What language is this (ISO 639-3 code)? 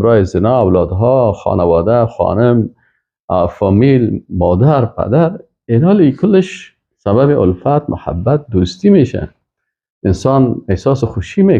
fas